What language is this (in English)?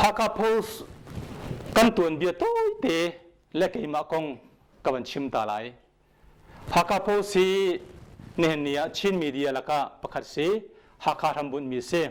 Hakha Chin